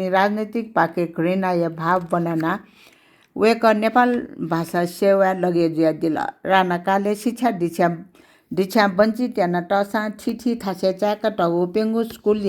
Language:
Newari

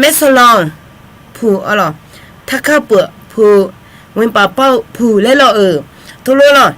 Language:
Akha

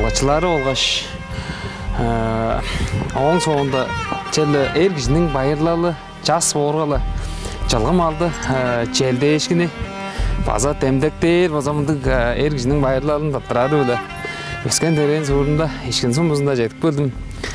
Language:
Tuvinian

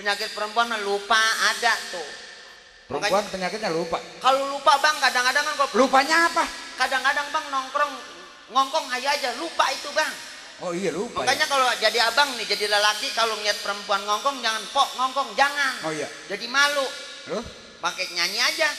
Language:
Betawi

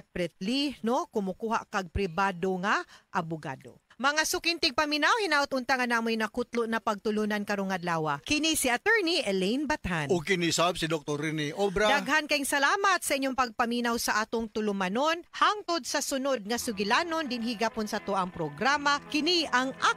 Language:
Cebuano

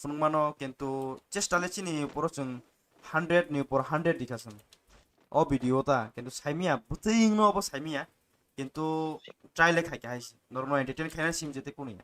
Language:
Kok Borok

